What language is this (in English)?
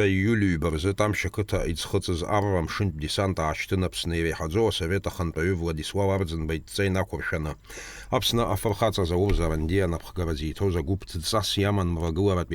Abkhazian